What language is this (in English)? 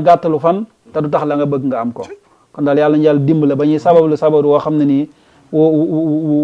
Wolof